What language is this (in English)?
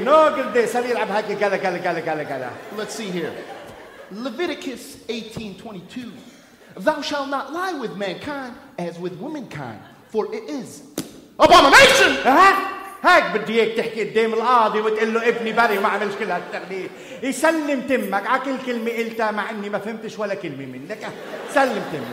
North Levantine Arabic